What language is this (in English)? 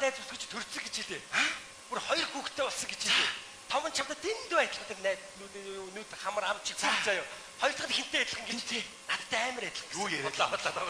Mongolian